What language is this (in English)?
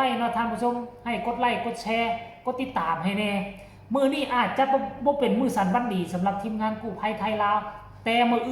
Northeastern Thai